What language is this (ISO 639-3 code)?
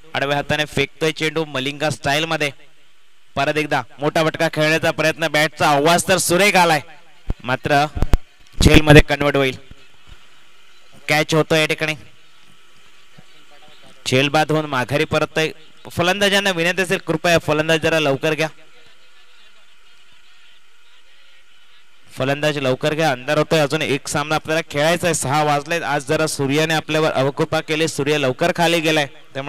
mar